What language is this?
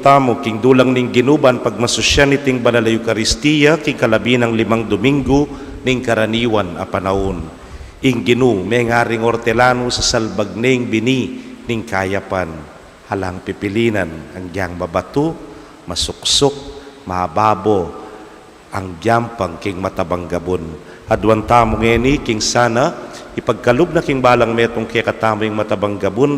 Pampanga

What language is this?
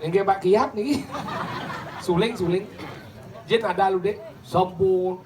Balinese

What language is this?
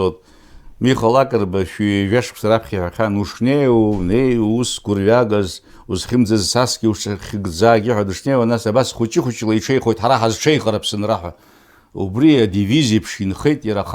Abkhazian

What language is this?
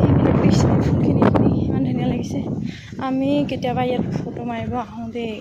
Assamese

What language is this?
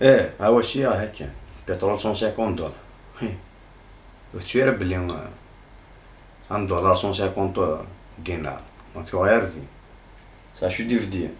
Kabyle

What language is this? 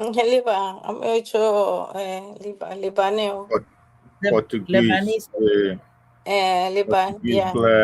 Ewe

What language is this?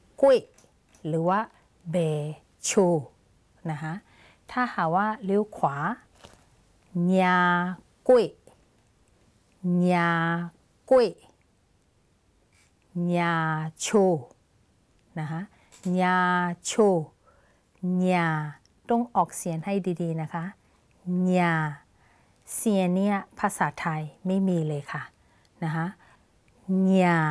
Thai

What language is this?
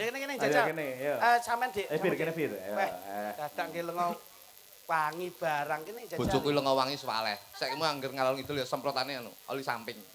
Javanese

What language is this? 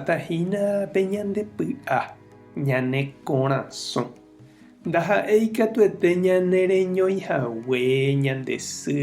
Guarani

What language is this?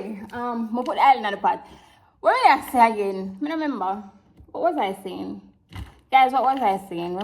Jamaican Creole English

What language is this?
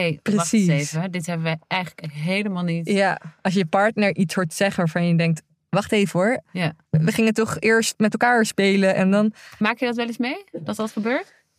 Dutch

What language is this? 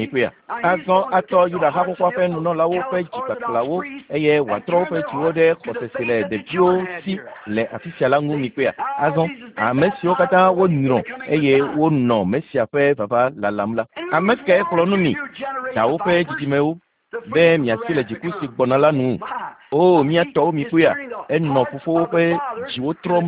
Ewe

